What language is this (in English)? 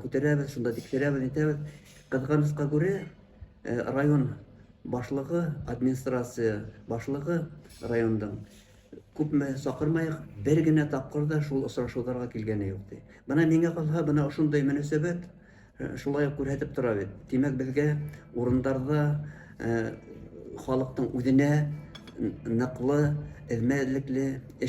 Bashkir